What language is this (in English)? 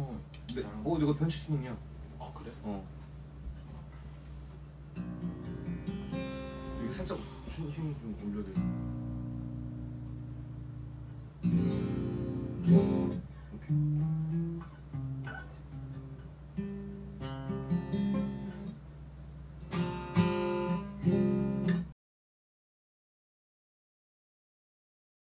Korean